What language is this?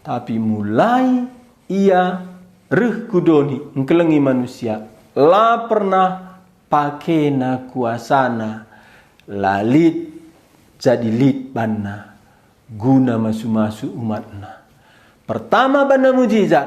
Batak Karo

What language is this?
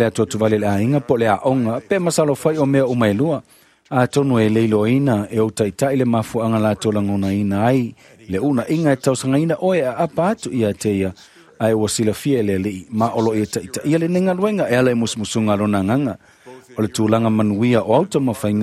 Samoan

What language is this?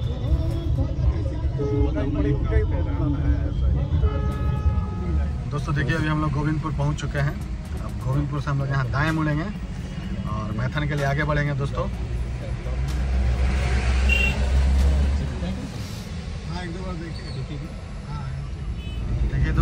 Hindi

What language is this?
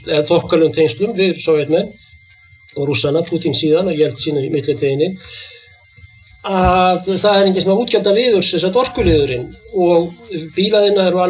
Icelandic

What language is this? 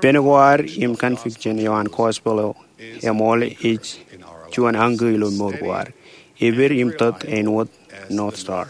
Marshallese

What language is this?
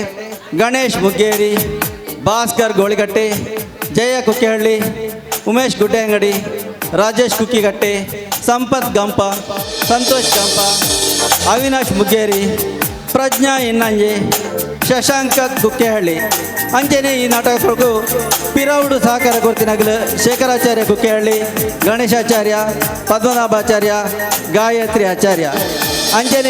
Tulu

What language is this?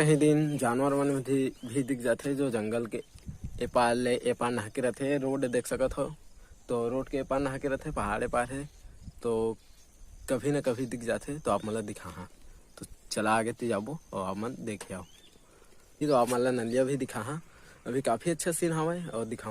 Chhattisgarhi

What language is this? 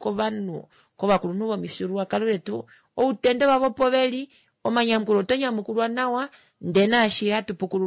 Kuanyama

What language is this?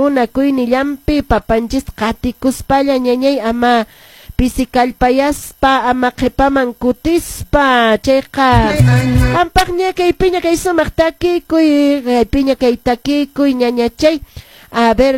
Quechua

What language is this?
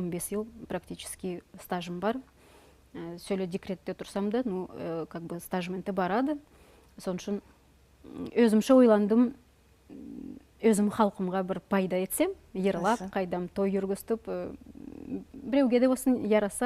Nogai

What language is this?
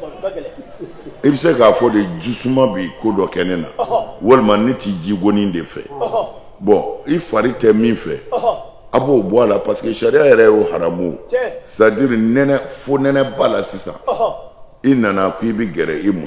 Bambara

